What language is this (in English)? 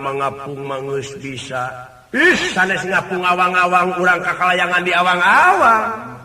Sundanese